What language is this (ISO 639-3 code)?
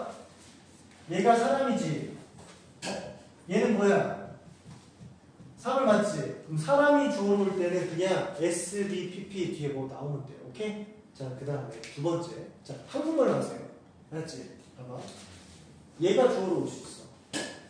kor